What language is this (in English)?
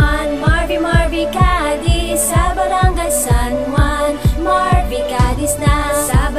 Hiligaynon